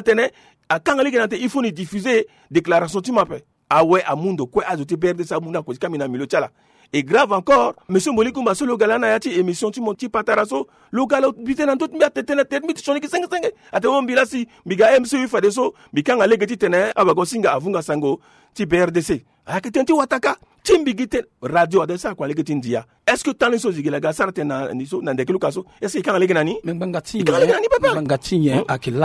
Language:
Sango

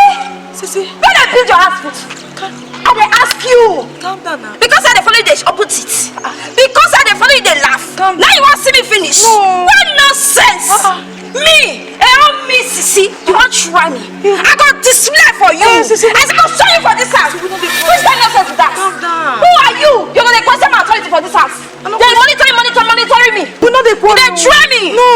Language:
Nigerian Pidgin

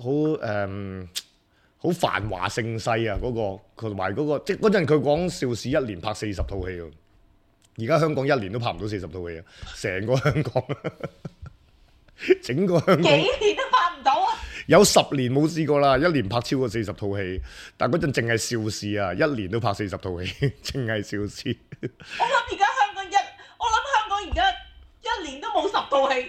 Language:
Cantonese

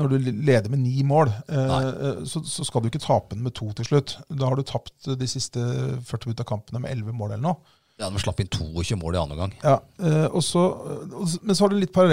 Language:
Norwegian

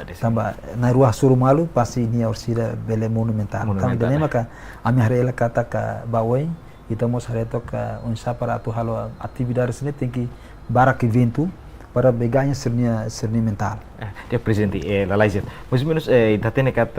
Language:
Tetum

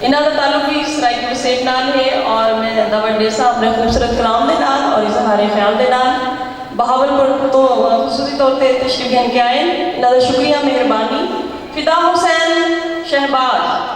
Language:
Saraiki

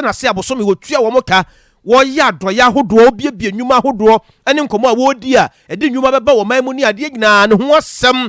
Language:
Akan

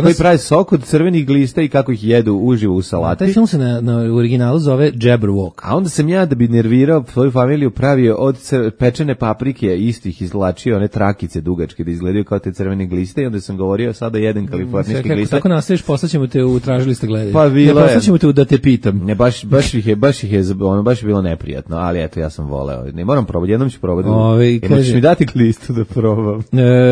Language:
Serbian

